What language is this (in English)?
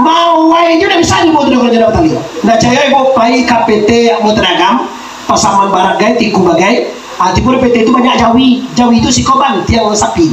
Minangkabau